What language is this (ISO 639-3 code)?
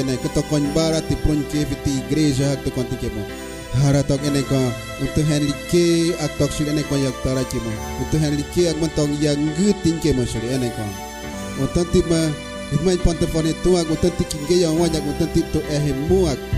kgp